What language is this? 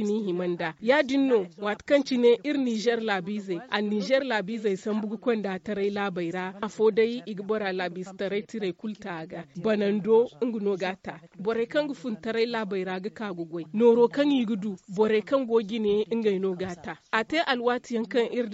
Zarma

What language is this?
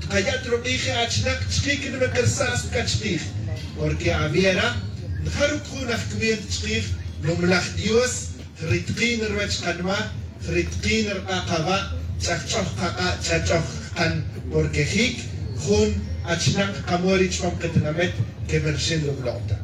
Tz'utujil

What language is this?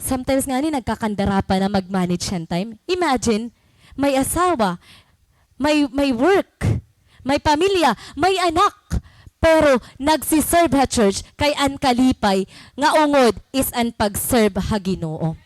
Waray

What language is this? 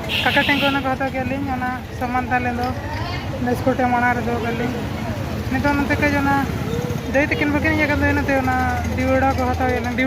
Santali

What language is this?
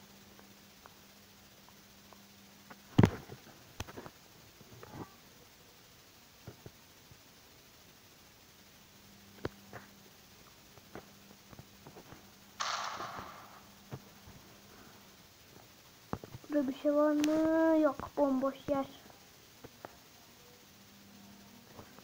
Turkish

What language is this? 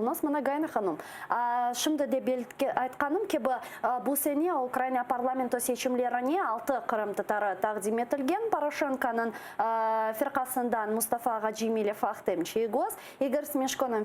Crimean Tatar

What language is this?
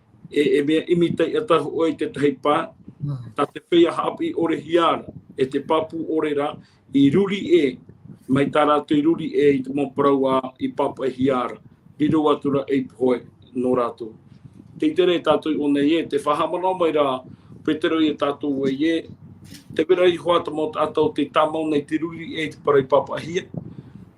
Tahitian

